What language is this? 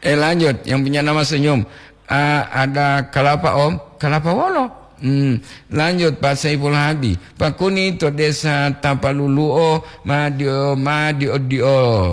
Gorontalo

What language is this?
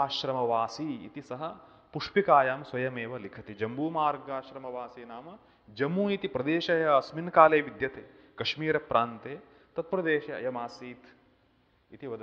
Sanskrit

